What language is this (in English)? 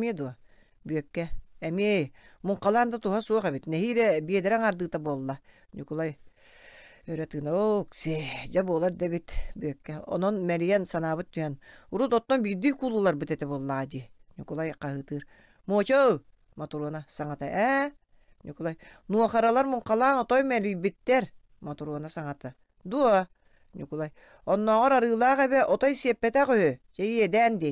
Yakut